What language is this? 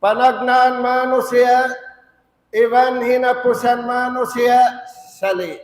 Tausug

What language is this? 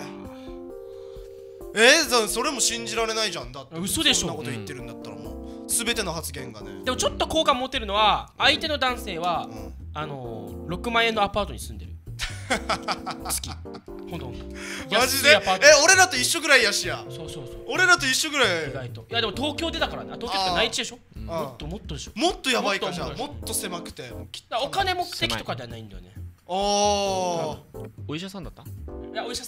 Japanese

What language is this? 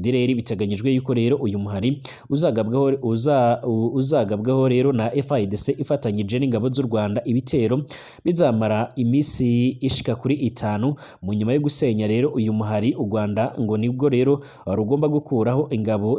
Rundi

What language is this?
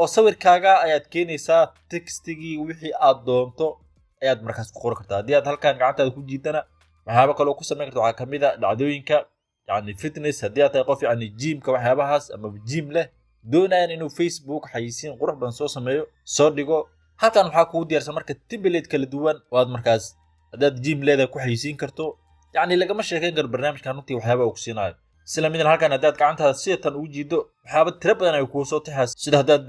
Somali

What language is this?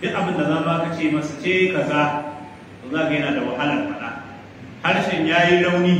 Hausa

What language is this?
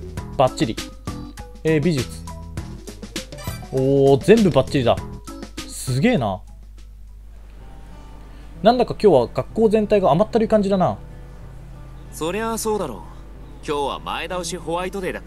Japanese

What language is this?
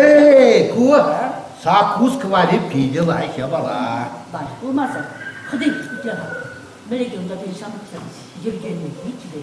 Chuvash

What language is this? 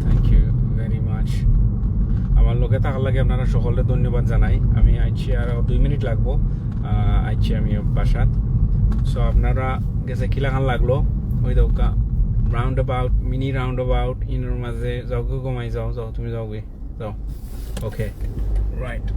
Sylheti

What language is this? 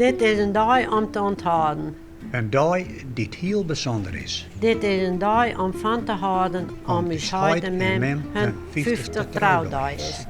Western Frisian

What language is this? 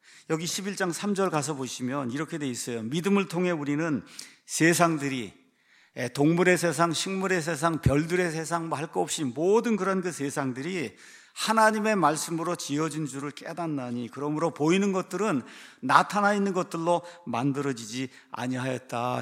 Korean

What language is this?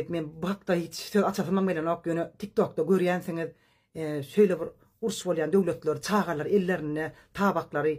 Turkmen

